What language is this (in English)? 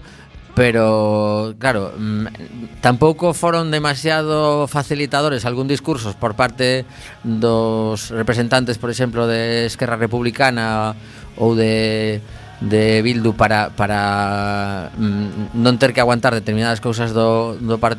Galician